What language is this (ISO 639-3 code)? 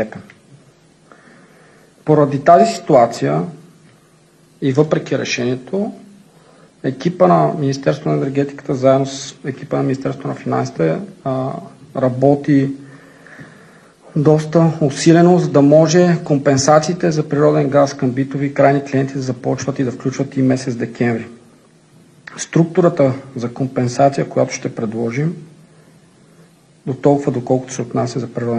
bul